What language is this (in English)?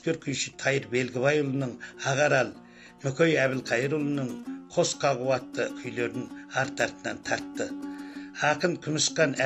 Kazakh